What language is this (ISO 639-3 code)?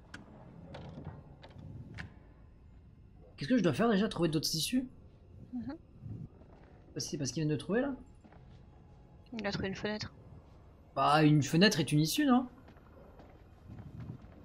fra